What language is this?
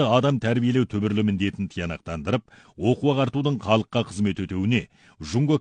Kazakh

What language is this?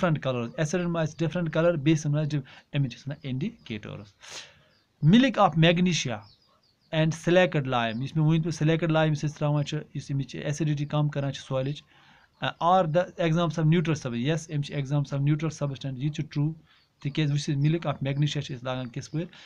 Kashmiri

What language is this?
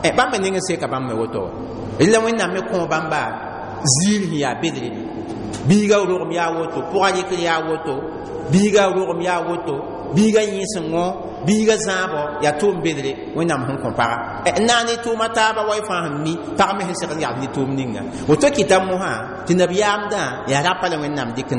Mossi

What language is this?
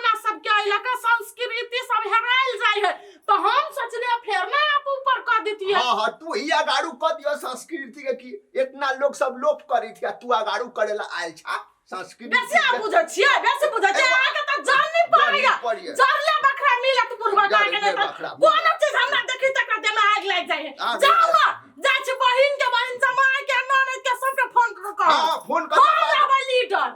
Maithili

